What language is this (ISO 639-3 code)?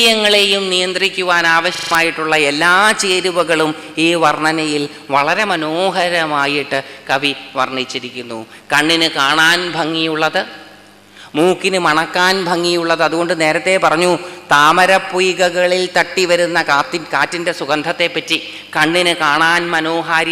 mal